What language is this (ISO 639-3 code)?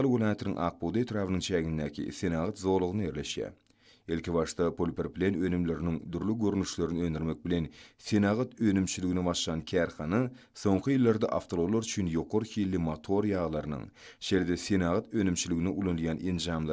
tuk